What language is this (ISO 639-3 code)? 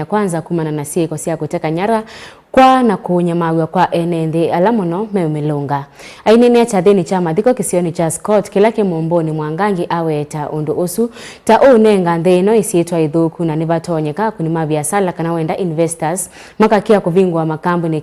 kam